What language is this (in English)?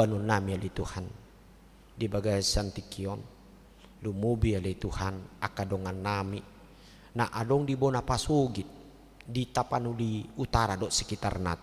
Batak Toba